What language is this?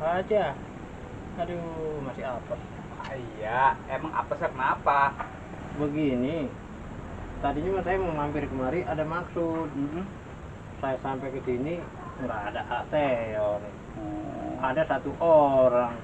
Betawi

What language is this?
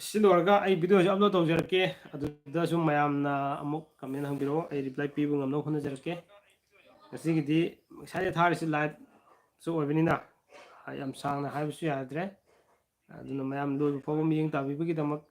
Manipuri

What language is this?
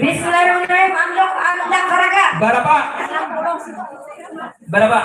Banjar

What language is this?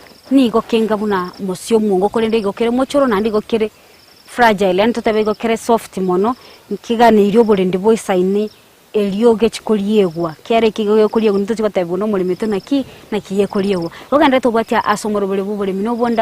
Gusii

